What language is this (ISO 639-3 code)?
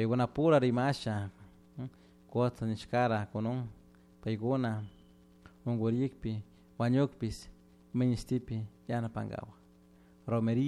qug